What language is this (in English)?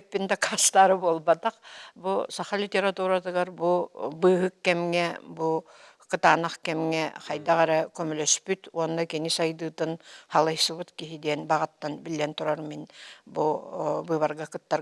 Yakut